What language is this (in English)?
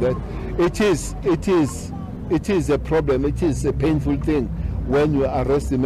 English